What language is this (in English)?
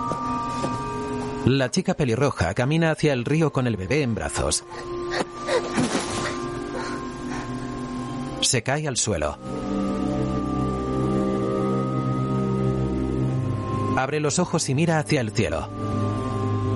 Spanish